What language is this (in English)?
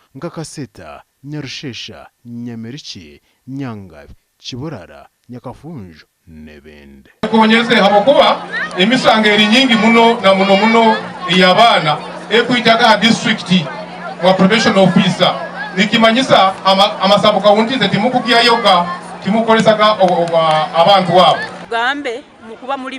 Nyankole